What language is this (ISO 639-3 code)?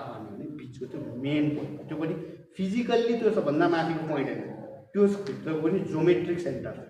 nep